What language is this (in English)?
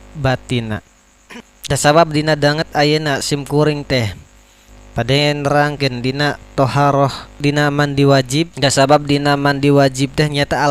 Sundanese